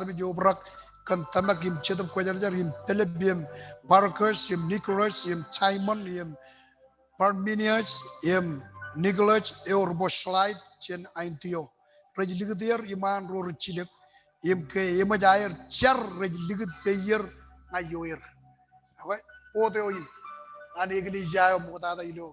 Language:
Marshallese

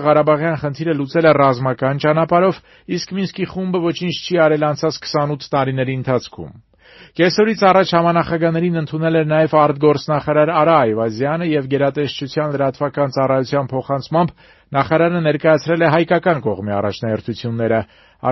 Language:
Armenian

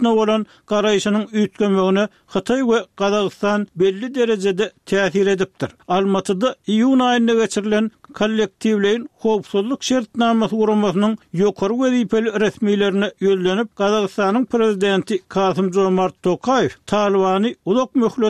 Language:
Turkmen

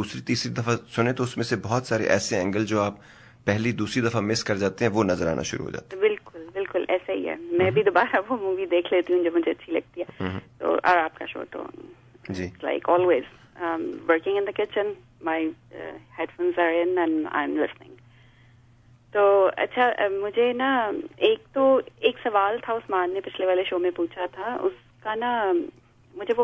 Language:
Urdu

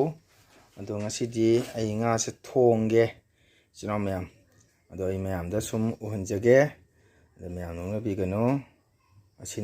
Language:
Manipuri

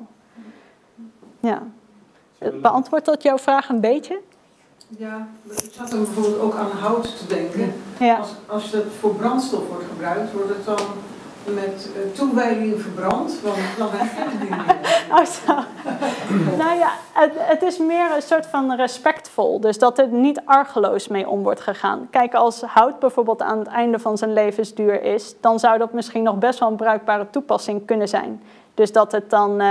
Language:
Dutch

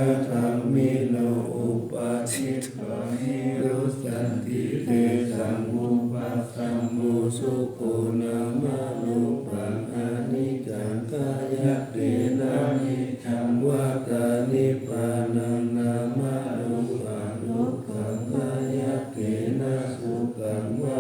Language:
Pali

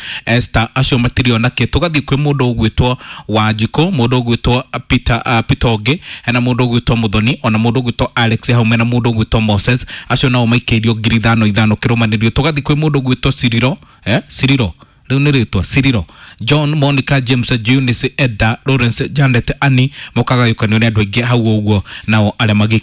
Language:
Kikuyu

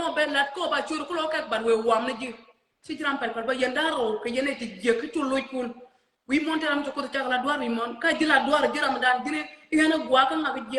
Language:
Nuer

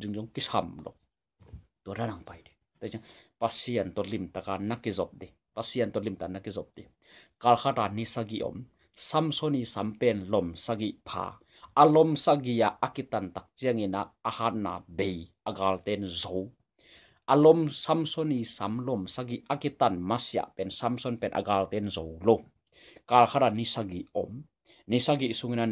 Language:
Tedim Chin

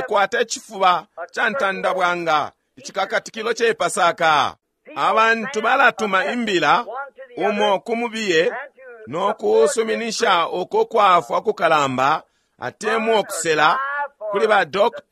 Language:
Bemba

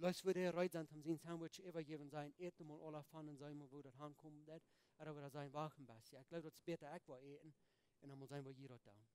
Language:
Plautdietsch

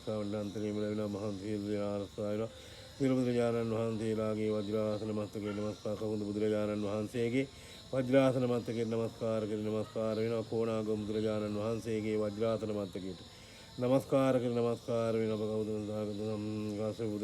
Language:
Sinhala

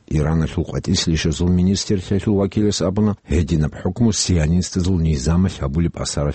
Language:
Avaric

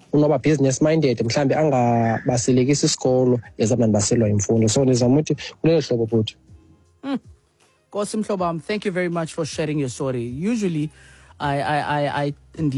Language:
Xhosa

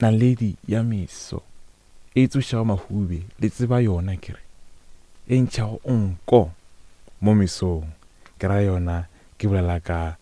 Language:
Northern Sotho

